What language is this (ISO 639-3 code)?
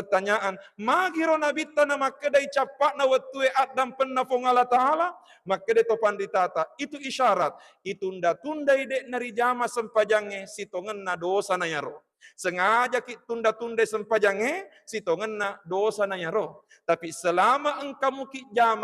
bug